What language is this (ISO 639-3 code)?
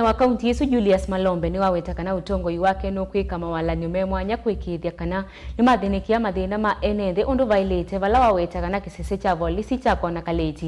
kam